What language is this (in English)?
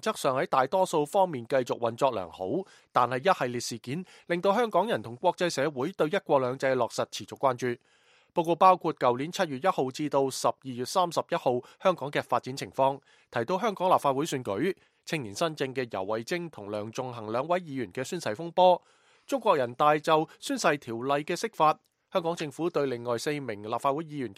Cantonese